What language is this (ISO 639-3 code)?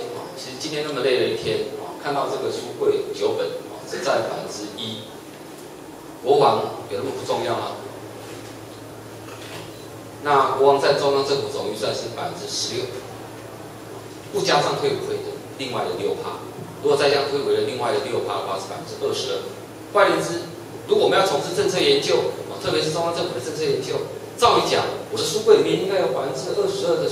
zho